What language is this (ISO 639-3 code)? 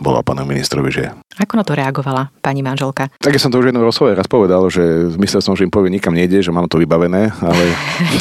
slk